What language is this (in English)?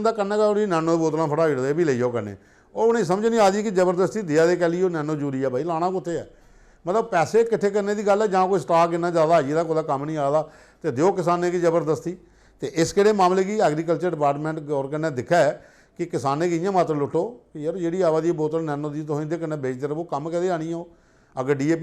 Dogri